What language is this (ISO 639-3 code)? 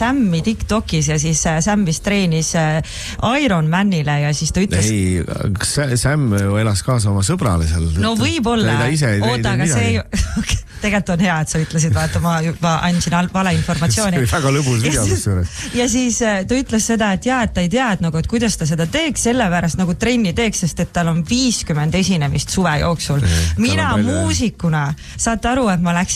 est